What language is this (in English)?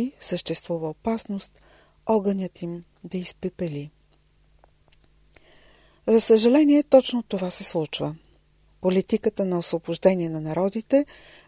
Bulgarian